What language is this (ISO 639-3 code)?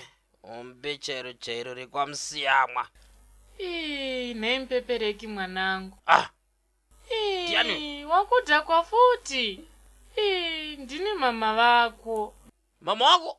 sna